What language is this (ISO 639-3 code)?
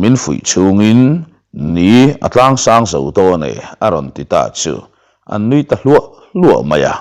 lus